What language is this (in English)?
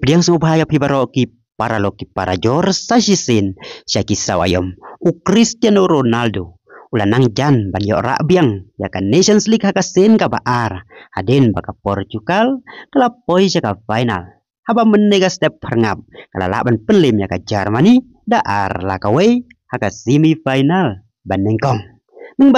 Khasi